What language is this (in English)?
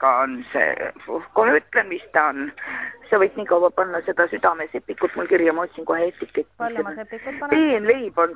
Estonian